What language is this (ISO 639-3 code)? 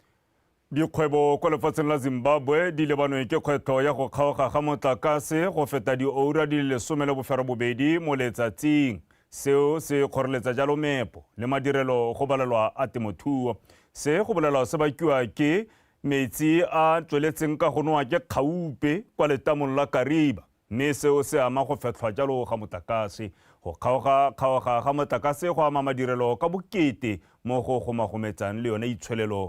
tsn